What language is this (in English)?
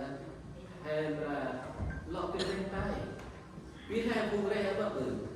Central Mnong